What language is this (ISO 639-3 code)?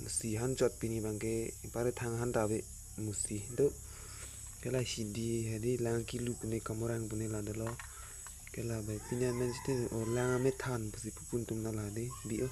mjw